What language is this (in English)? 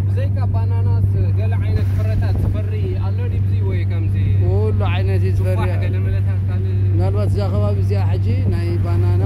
Tigrinya